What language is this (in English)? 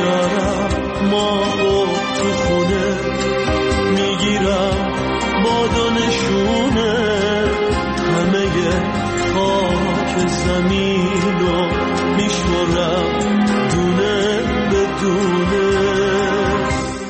Persian